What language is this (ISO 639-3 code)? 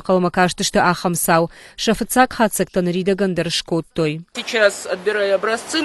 oss